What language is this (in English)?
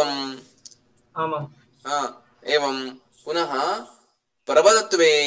Sanskrit